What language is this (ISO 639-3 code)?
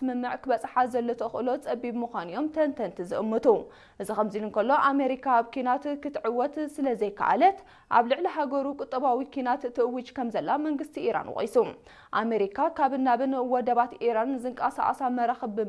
tir